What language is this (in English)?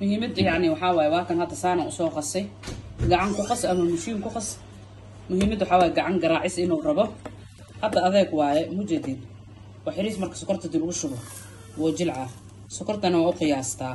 Somali